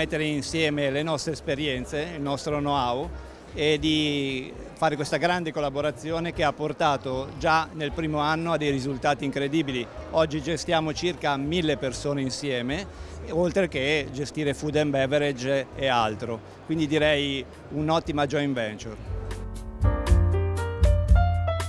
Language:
Italian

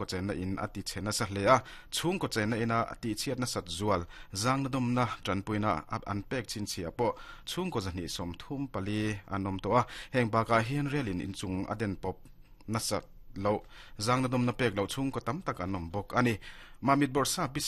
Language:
Mizo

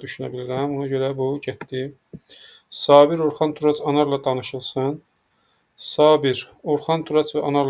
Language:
Azerbaijani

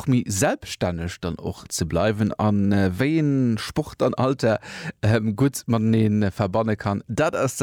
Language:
Luxembourgish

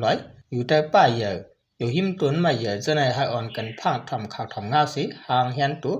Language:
Shan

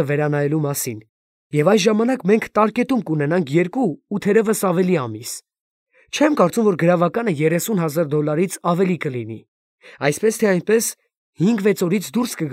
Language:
Armenian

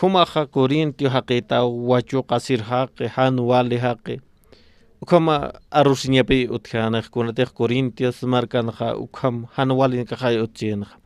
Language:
Aymara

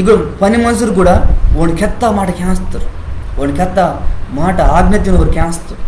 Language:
Koya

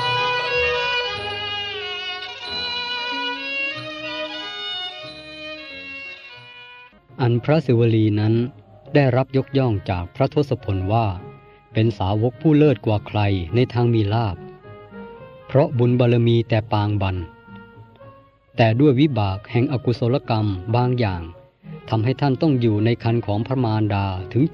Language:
Thai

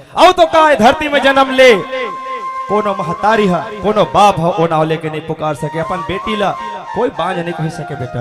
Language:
Chhattisgarhi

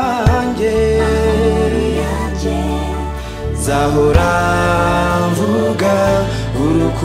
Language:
Kinyarwanda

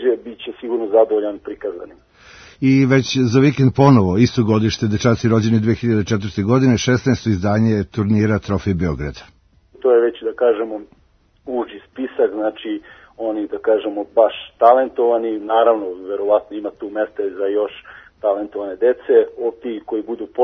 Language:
Serbian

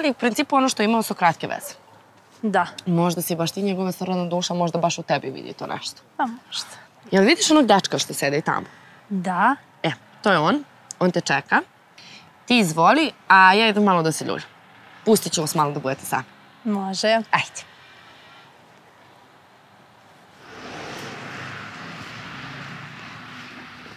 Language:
Serbian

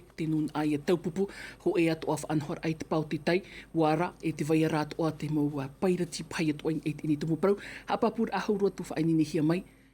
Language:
Tahitian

